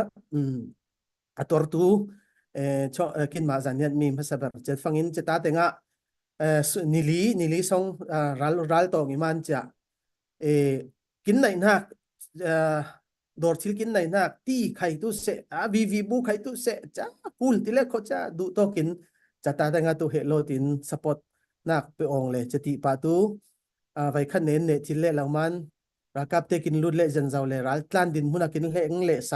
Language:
Falam Chin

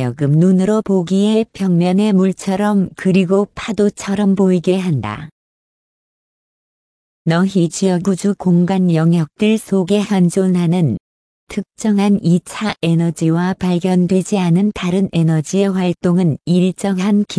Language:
Korean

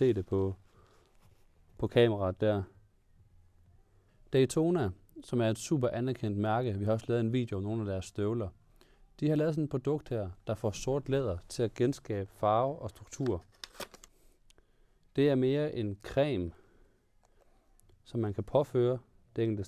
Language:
Danish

